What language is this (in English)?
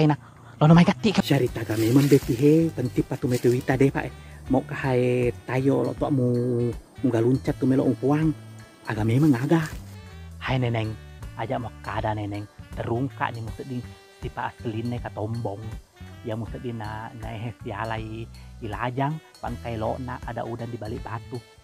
Buginese